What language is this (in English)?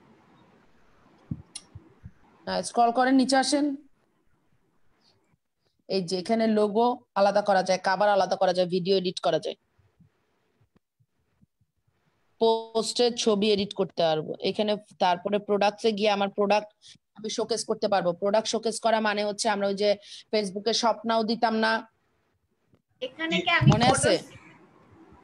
Bangla